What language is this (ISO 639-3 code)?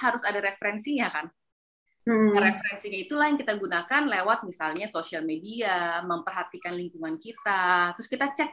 ind